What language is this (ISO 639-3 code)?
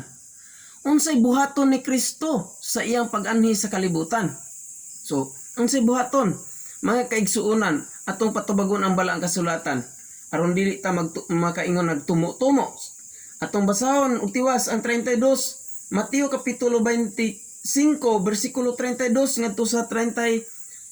ceb